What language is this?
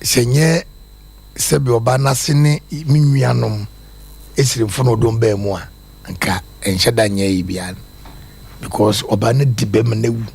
Akan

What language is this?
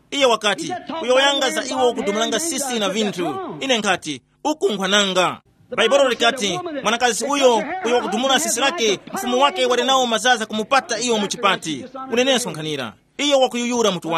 Tumbuka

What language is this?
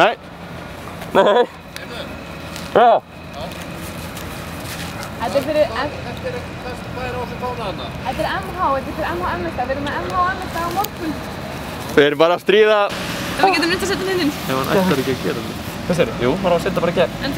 Icelandic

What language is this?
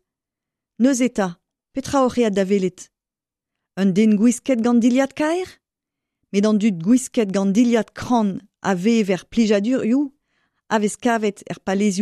Breton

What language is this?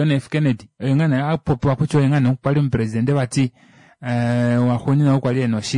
Kuanyama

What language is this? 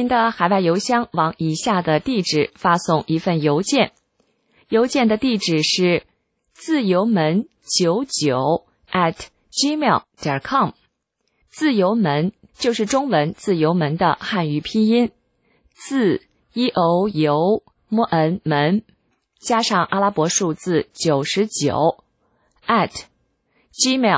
Chinese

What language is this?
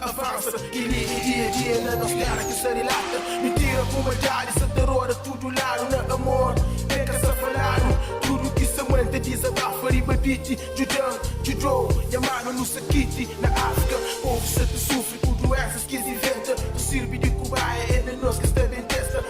Kabuverdianu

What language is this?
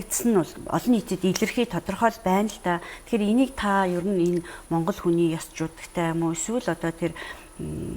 Mongolian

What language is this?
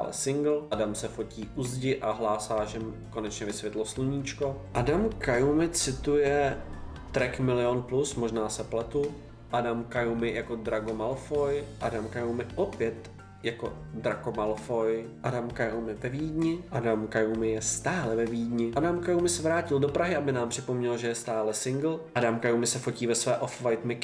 Czech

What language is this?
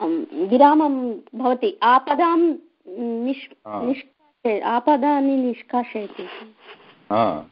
Sanskrit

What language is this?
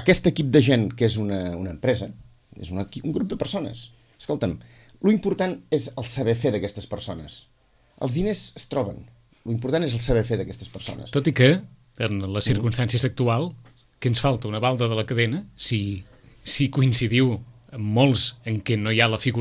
Catalan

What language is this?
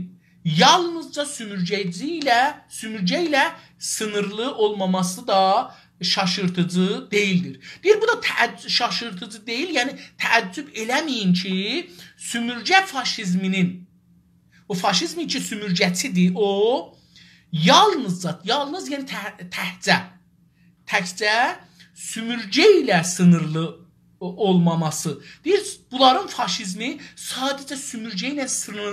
South Azerbaijani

